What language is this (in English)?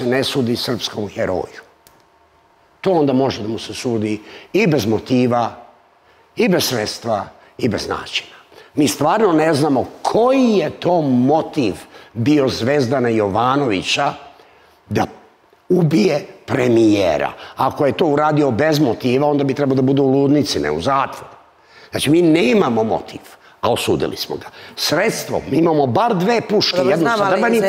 Serbian